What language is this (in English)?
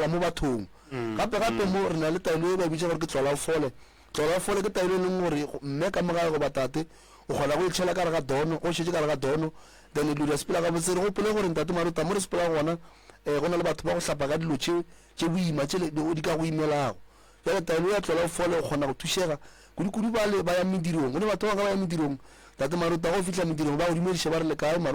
Northern Sotho